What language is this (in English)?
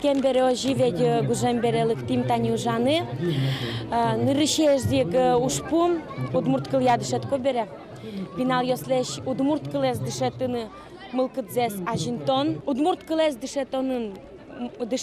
Udmurt